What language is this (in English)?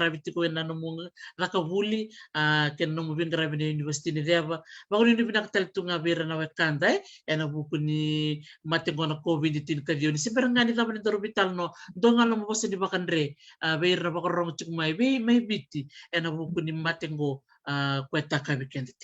Fijian